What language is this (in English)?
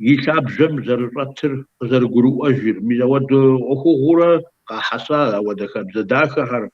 Kabardian